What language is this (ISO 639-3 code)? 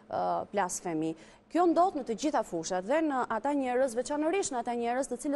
sqi